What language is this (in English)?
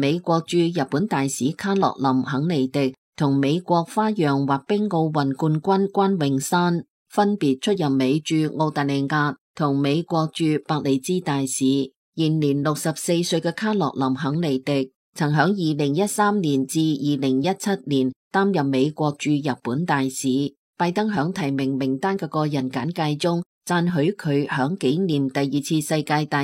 Cantonese